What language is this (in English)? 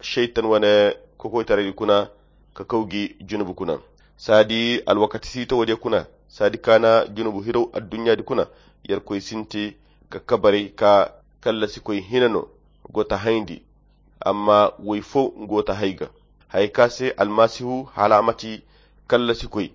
Koyra Chiini